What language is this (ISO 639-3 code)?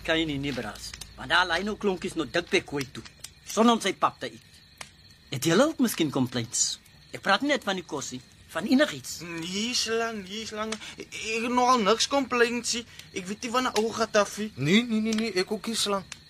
afr